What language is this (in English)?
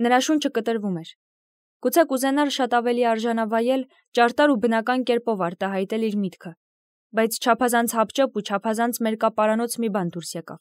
Armenian